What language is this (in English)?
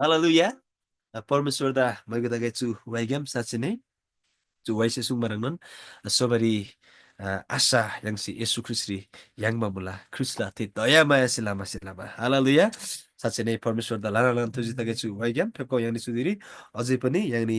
Eastern Tamang